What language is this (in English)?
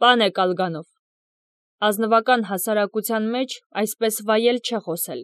Armenian